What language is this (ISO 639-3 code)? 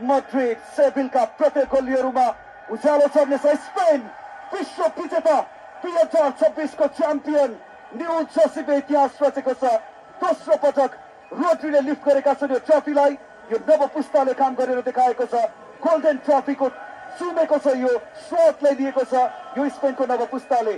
nep